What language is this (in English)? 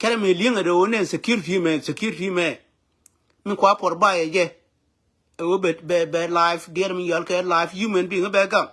Nuer